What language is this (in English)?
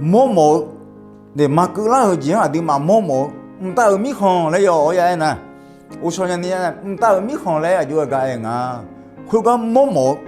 Akha